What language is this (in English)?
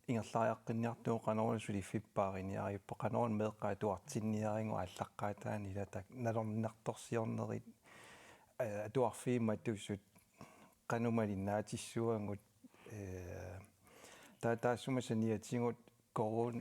Kalaallisut